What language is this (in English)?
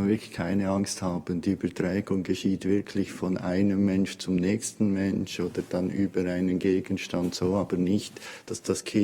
Swiss German